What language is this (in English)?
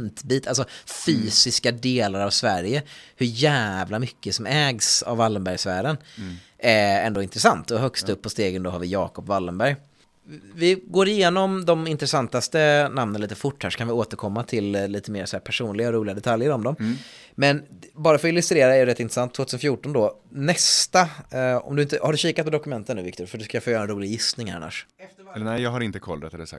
Swedish